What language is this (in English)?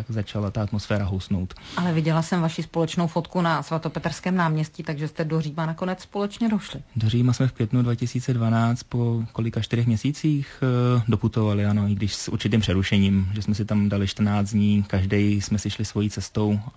Czech